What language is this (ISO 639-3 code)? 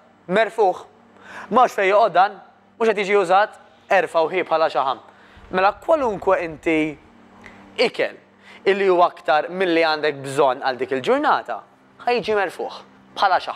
mlt